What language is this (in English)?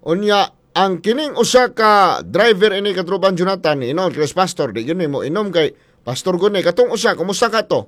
Cebuano